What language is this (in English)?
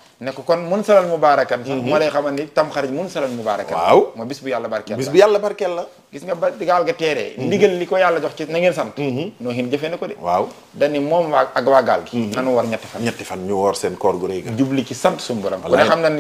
Wolof